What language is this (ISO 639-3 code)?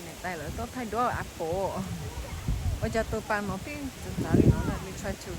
hmn